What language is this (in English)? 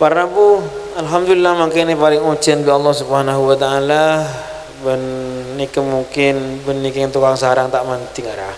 Madurese